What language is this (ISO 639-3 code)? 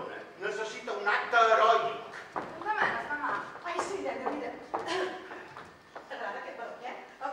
cat